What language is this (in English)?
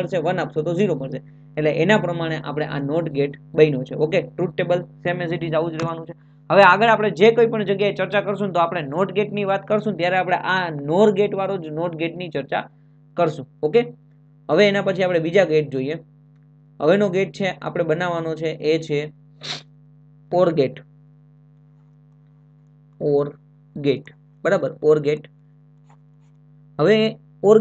Gujarati